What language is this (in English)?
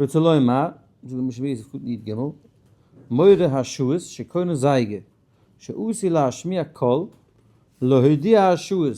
Yiddish